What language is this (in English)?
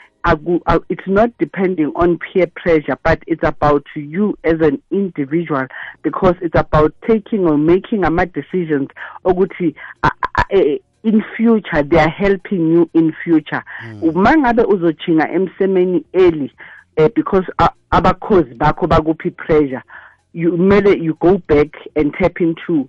South Ndebele